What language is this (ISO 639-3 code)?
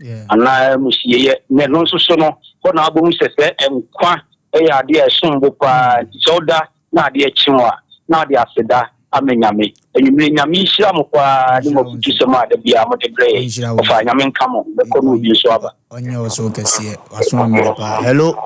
aka